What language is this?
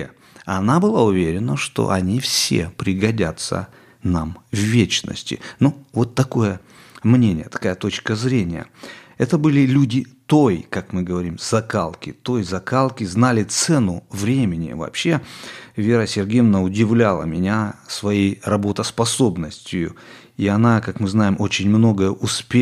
Russian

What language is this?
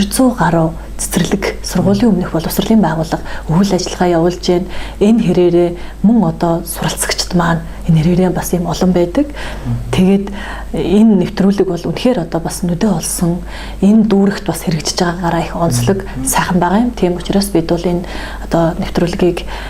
Mongolian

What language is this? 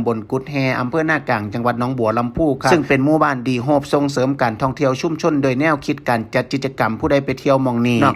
Lao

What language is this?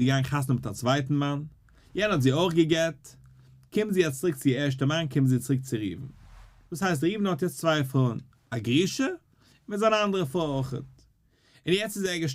Yiddish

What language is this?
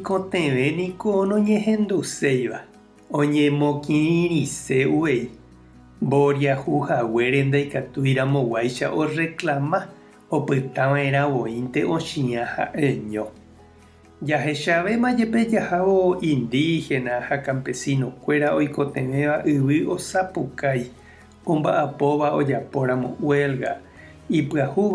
Guarani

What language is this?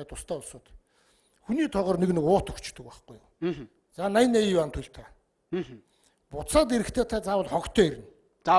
Mongolian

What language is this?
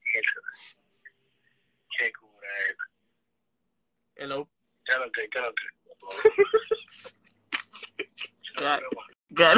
Spanish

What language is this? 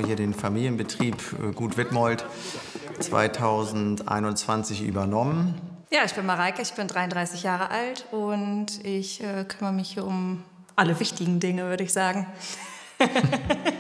German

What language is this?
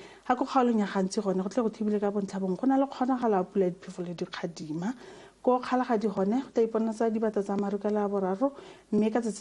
Tswana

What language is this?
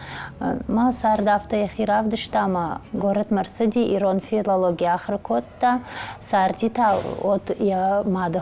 Ossetic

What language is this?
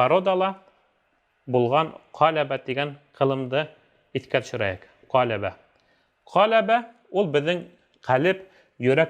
Bashkir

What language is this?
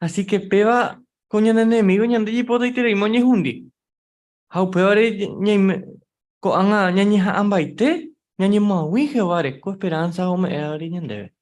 Guarani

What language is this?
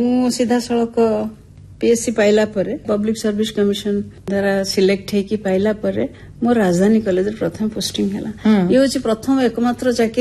Odia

